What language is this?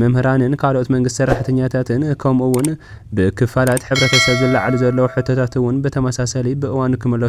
Tigrinya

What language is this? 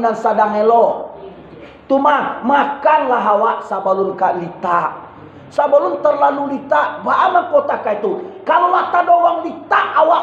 Minangkabau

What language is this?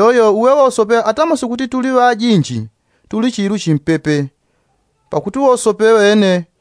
Yao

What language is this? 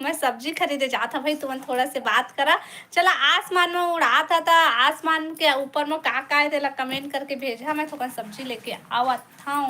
Chhattisgarhi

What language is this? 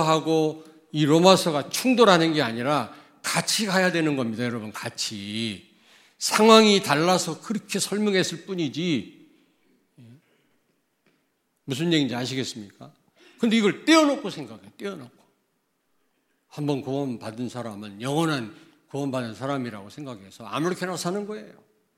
Korean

